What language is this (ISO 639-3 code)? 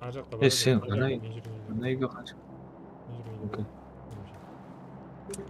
kaa